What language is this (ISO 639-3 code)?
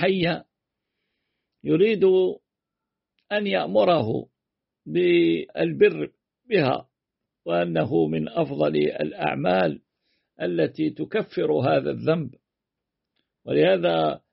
ara